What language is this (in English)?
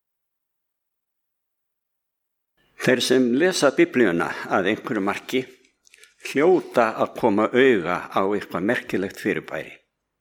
Icelandic